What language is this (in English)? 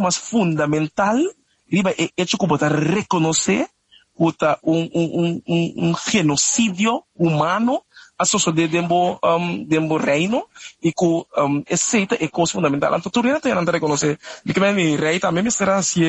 Papiamento